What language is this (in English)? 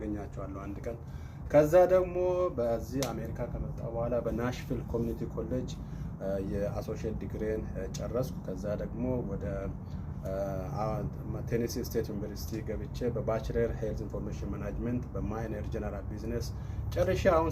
Amharic